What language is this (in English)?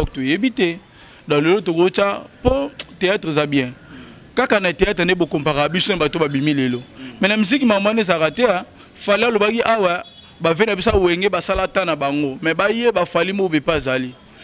Lingala